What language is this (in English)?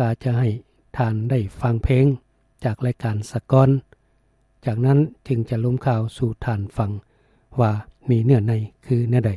Lao